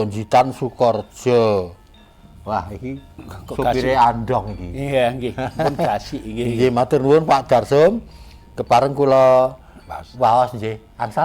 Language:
Javanese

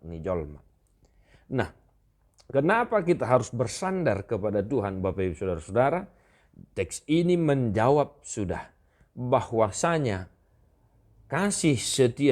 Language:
Batak Toba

